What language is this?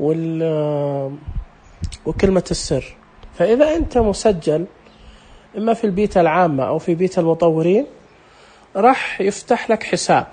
Najdi Arabic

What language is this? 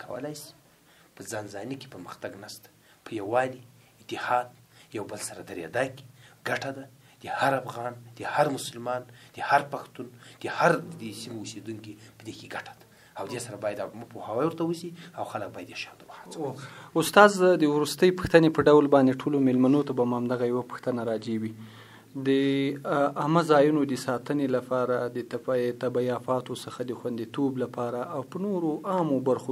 Pashto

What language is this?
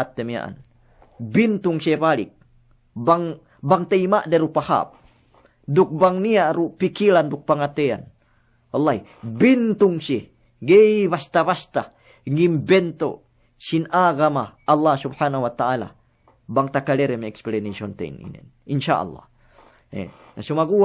Yakan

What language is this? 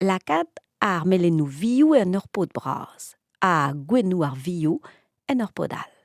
Breton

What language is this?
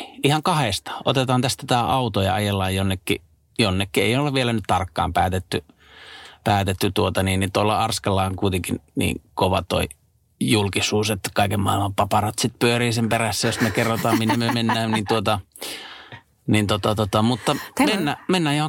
Finnish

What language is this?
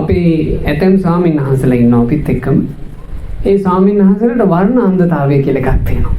Sinhala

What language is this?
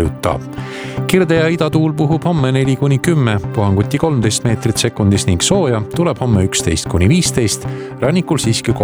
Estonian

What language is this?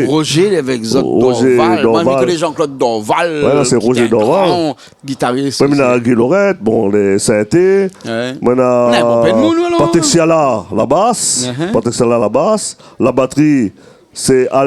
Réunion Creole French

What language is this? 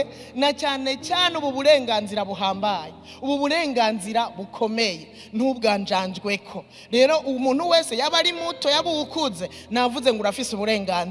Rundi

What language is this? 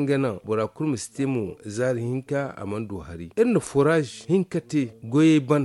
Zarma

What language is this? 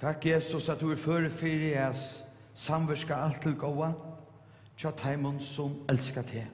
Faroese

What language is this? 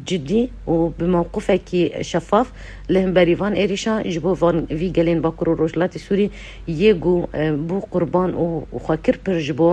Kurdish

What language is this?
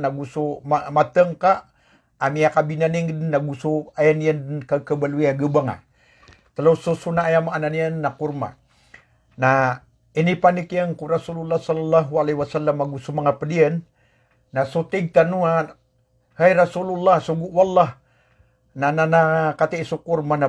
Maranao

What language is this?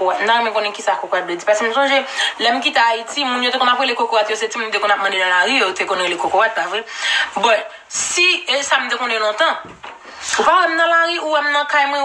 Haitian Creole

